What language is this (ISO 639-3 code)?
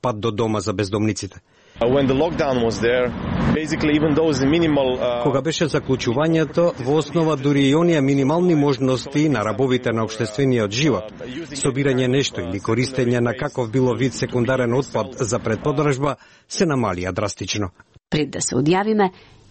mkd